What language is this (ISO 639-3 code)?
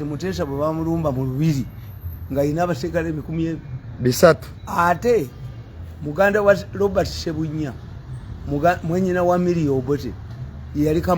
lug